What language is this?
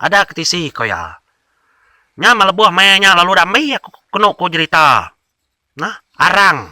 Iban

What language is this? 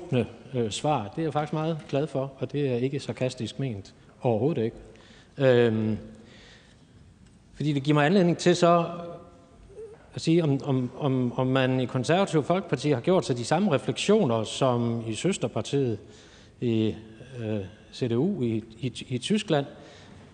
Danish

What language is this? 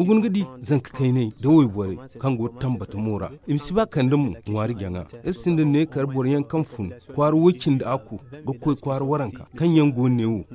Zarma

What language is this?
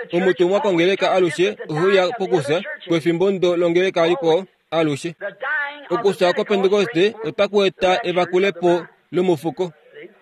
Kuanyama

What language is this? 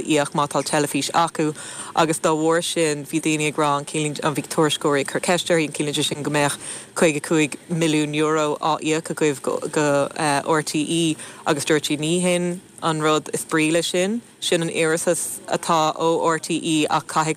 Irish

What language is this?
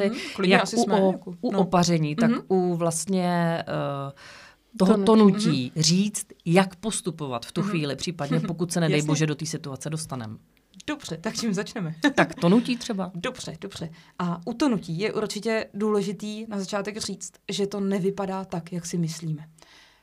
Czech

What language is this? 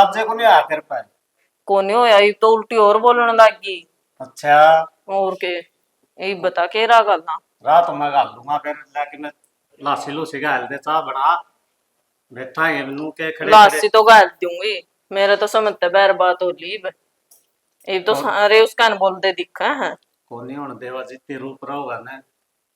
Haryanvi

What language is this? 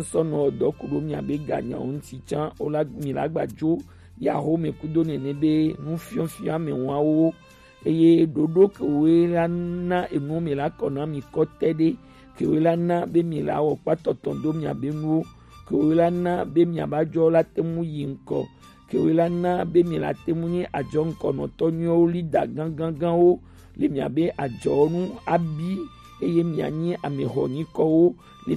Gen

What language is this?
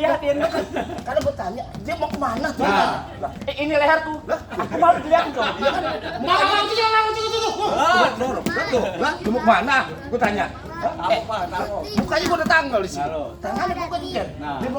Betawi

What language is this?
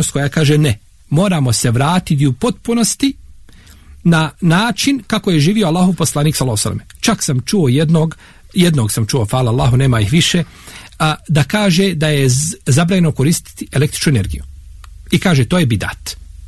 Bosnian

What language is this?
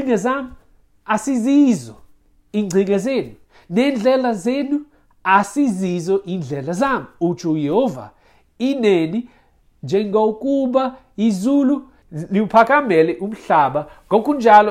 Xhosa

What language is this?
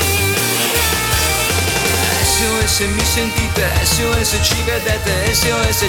Italian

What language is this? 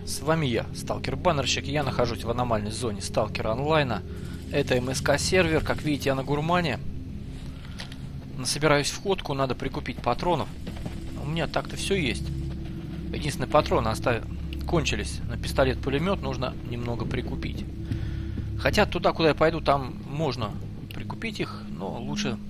Russian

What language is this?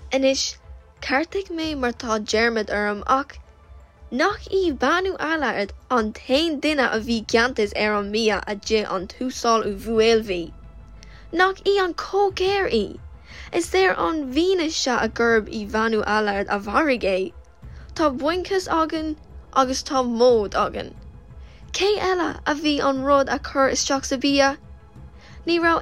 Irish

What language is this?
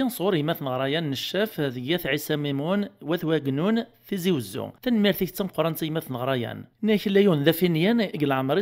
Kabyle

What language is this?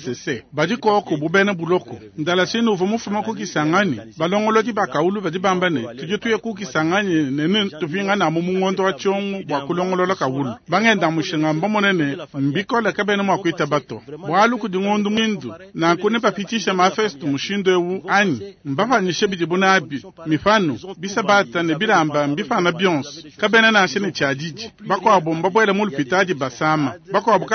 Luba-Lulua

